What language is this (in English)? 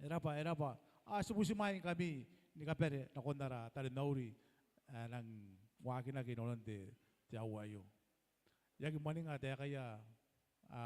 Gilbertese